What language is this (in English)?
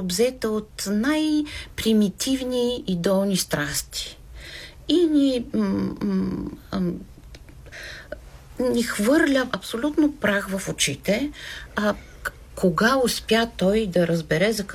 Bulgarian